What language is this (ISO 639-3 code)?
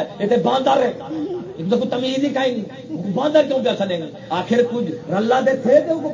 skr